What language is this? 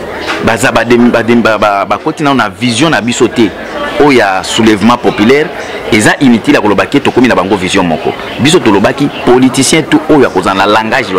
Lingala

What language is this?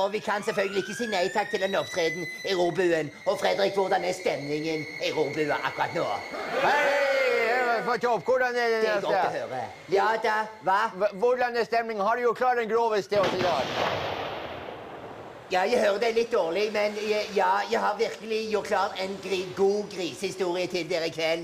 Norwegian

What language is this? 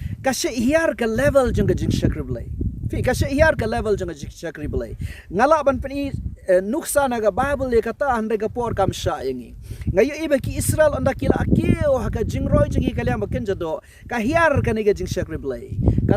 Khasi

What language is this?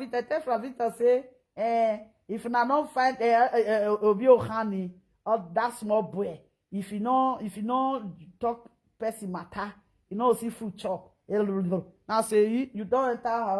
Nigerian Pidgin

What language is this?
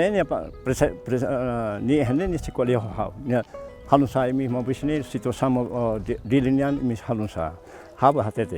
Tetum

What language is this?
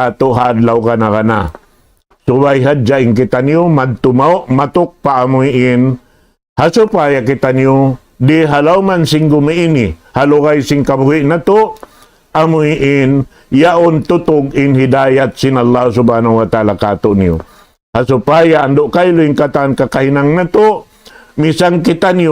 Tausug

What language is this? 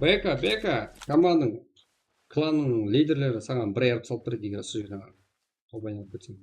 Kara-Kalpak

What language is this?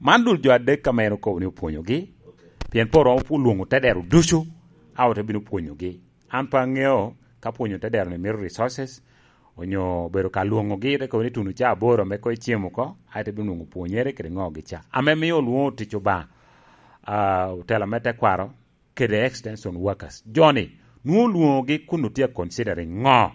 Lango (Uganda)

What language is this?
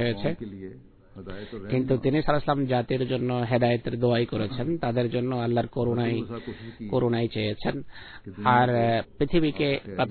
Bangla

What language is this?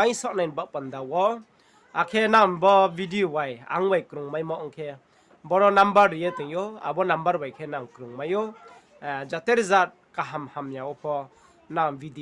Riang (India)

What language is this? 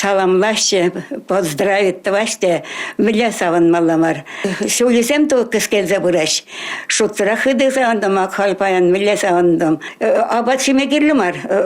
Chuvash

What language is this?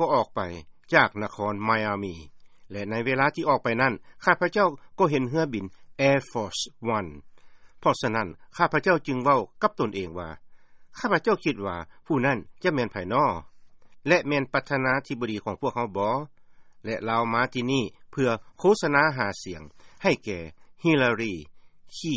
Lao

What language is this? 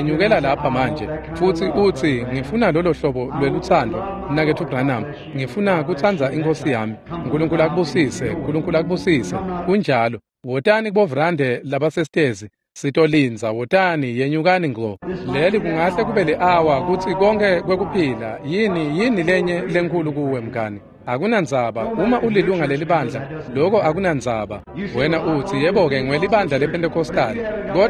Swati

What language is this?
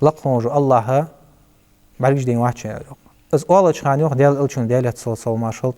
Ingush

